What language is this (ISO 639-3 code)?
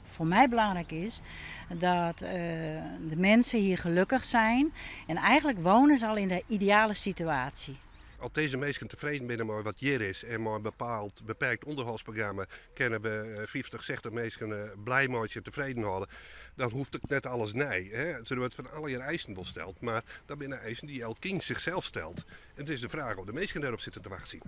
fry